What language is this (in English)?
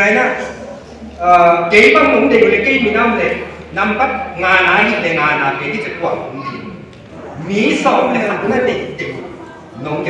Paite Chin